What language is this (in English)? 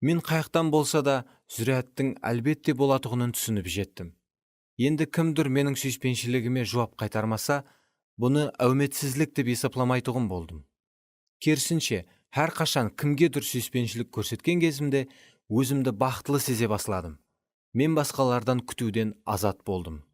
Kara-Kalpak